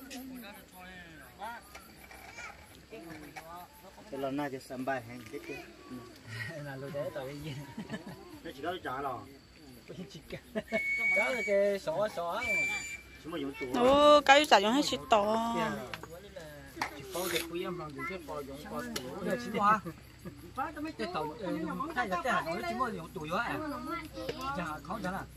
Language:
Vietnamese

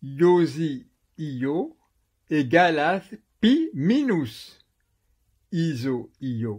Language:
Esperanto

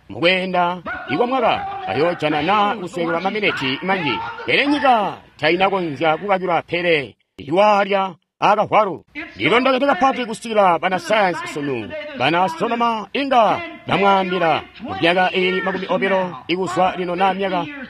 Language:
Tonga (Zambia)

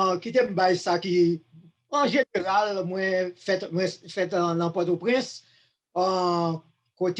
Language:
Haitian Creole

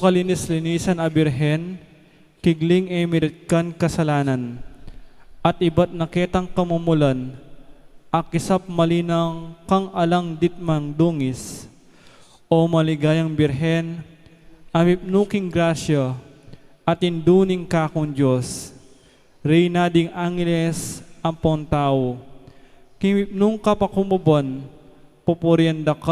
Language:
Pampanga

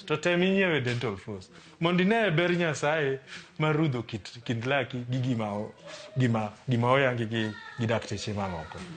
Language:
Luo (Kenya and Tanzania)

